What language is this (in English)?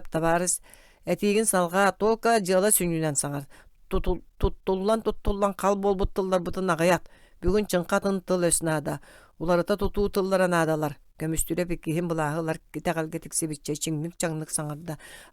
Yakut